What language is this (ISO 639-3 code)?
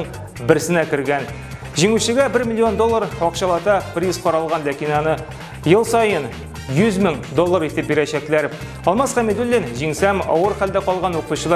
tat